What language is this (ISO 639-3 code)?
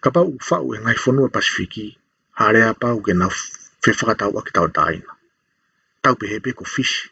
ton